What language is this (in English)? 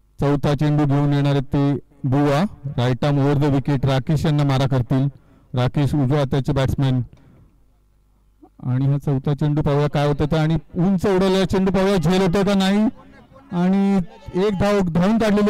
Marathi